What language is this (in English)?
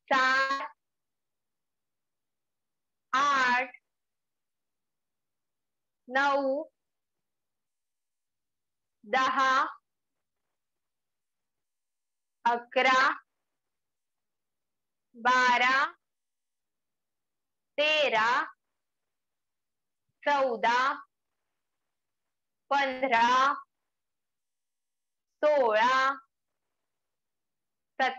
Marathi